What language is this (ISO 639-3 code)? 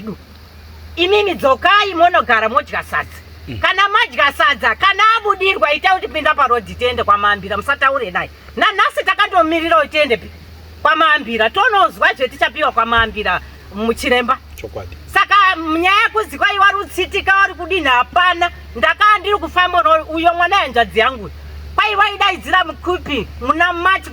sna